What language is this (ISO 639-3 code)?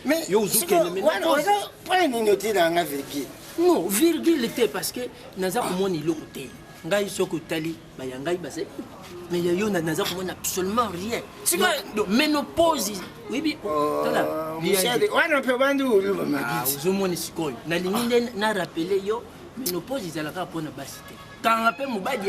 lin